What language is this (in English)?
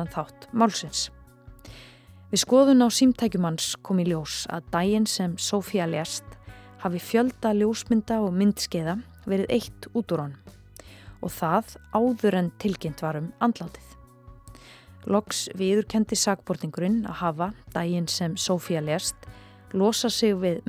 Icelandic